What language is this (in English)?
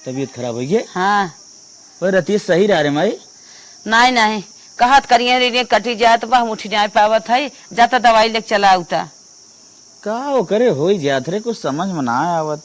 Awadhi